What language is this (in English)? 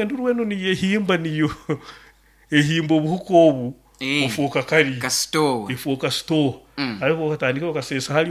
Nyoro